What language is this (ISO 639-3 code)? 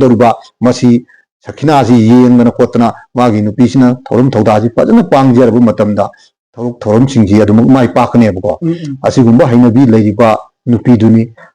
mni